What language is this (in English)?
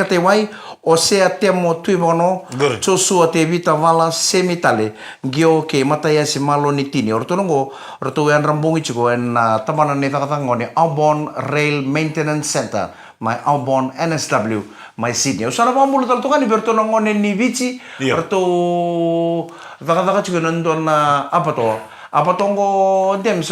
Fijian